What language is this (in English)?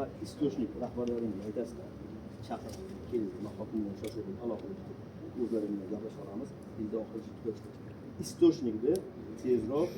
Uzbek